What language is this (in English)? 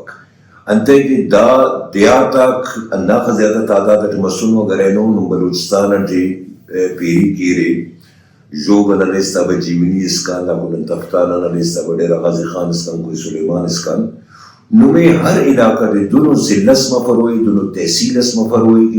Brahui